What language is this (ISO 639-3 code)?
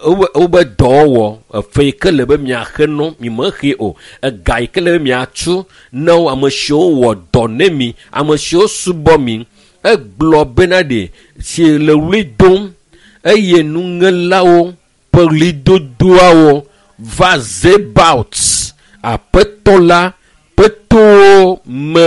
ewe